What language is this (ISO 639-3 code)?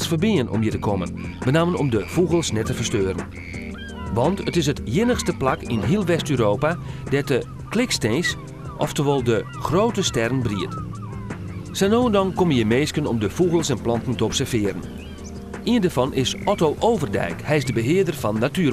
fry